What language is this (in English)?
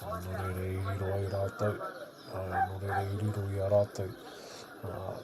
Māori